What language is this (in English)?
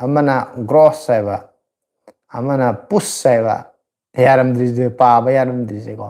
Manipuri